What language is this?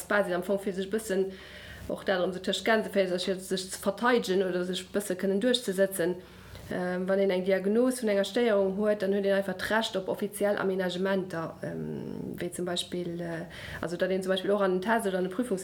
Luxembourgish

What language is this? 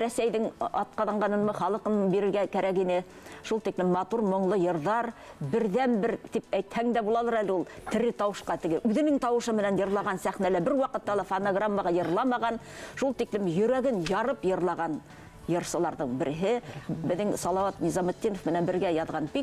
Bashkir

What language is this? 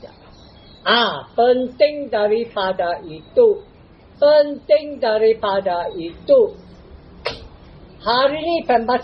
Malay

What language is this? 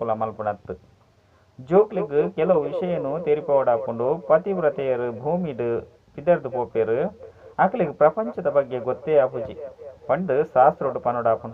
Tulu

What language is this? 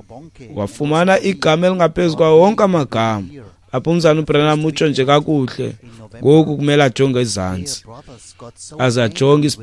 Xhosa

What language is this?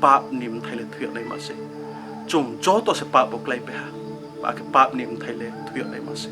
Riang (India)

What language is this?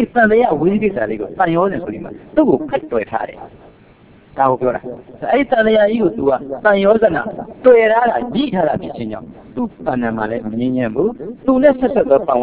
Burmese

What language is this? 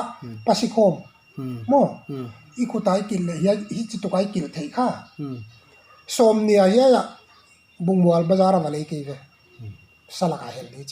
Paite Chin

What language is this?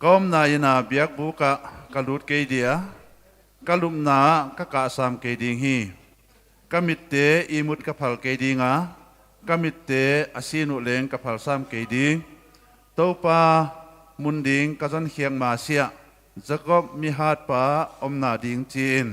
Paite Chin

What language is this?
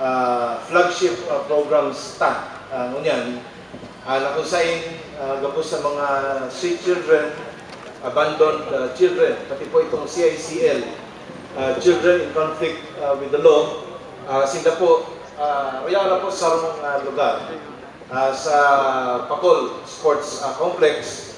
Bikol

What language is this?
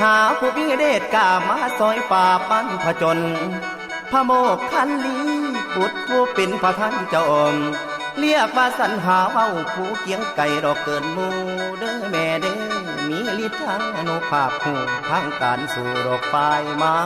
Northeastern Thai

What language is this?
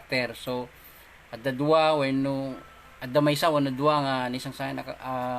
Iloko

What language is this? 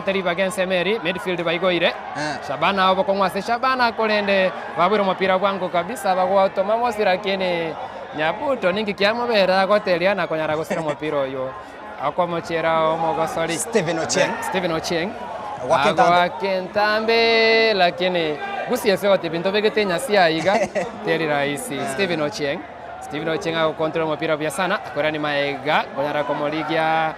Gusii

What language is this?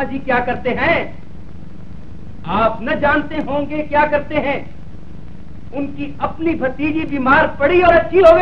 Hindi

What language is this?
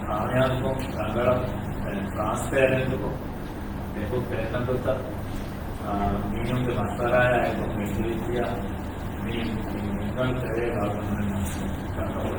Divehi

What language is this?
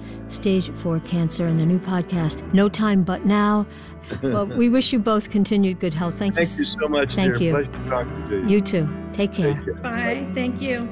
English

